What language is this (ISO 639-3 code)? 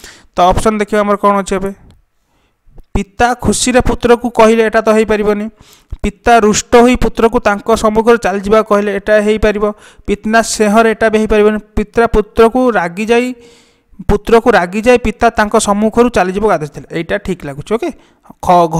ori